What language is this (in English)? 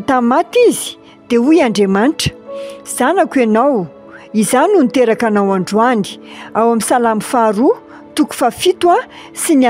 Malagasy